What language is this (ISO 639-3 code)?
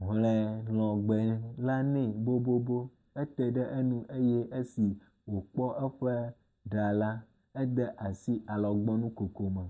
ewe